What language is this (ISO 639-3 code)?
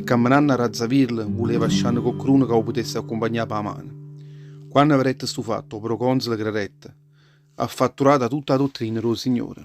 nap